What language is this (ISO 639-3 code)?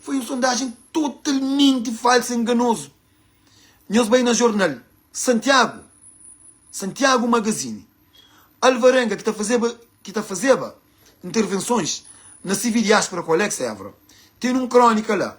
kea